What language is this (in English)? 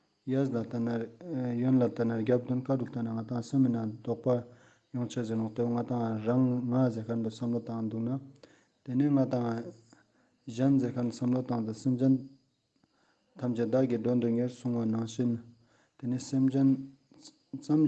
Ladakhi